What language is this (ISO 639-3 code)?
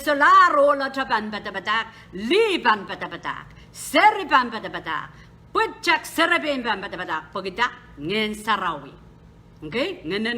pon